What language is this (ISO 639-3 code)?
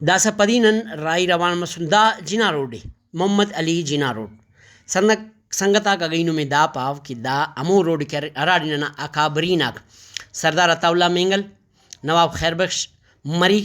brh